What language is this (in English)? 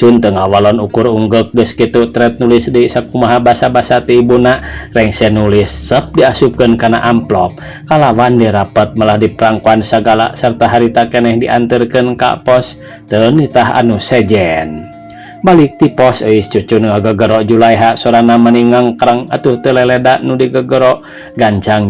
Sundanese